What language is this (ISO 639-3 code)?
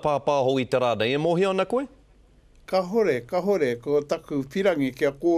mri